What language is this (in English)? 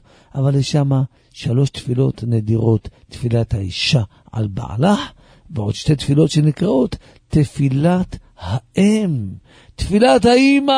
Hebrew